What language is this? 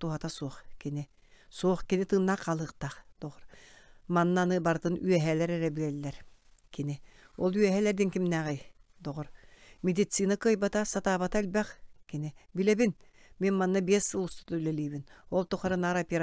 Yakut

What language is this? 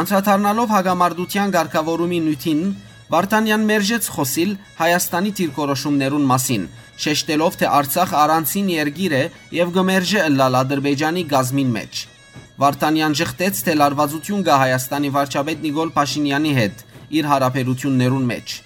Western Armenian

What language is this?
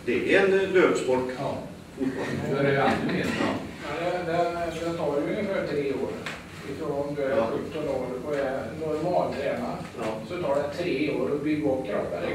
Swedish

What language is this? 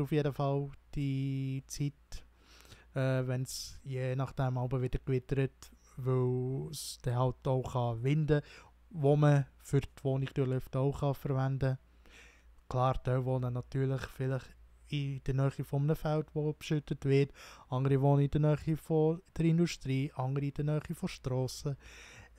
Swiss German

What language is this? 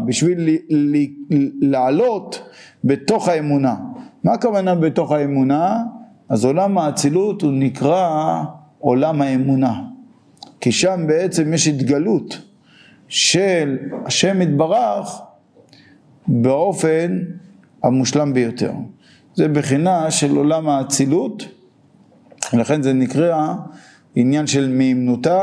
Hebrew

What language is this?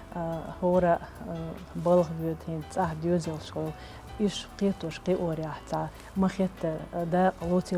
Chechen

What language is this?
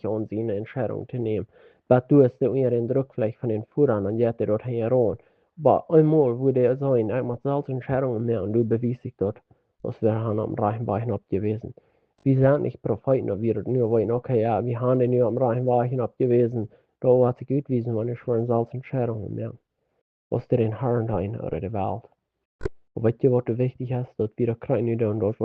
Plautdietsch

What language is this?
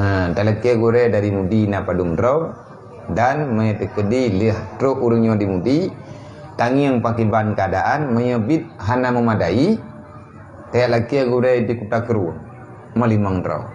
Achinese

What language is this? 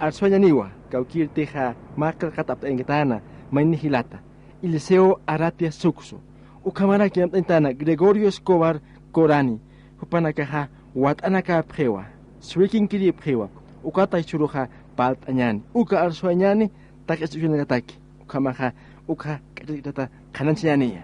Aymara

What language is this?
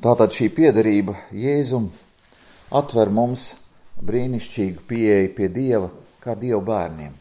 Latvian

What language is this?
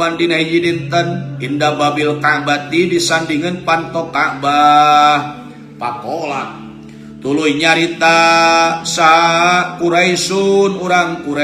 Sundanese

